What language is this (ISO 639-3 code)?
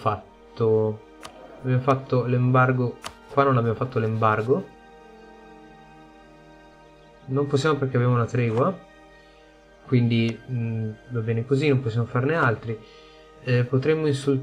ita